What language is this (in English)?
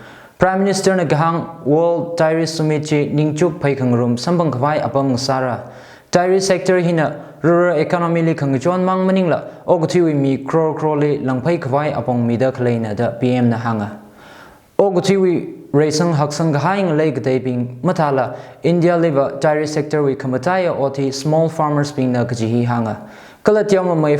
Tangkhul Naga (India)